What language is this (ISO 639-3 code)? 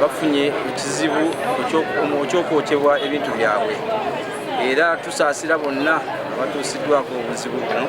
lug